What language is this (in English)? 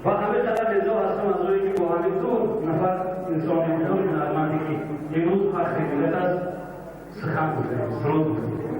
Tajik